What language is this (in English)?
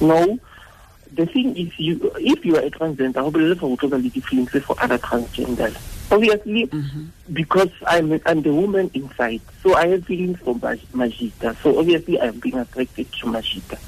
Tswana